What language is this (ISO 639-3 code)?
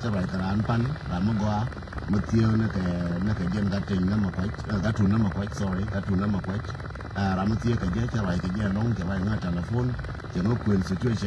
nus